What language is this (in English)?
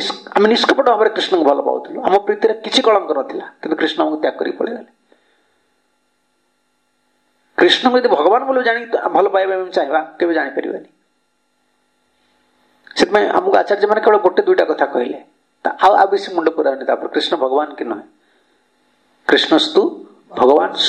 Odia